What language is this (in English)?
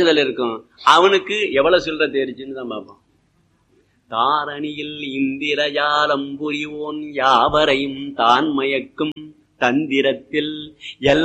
Tamil